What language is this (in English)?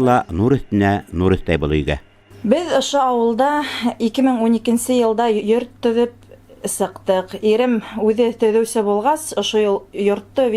Bashkir